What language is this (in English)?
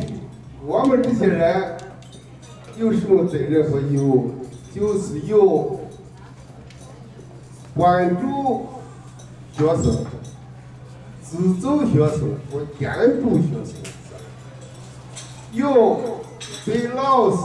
Chinese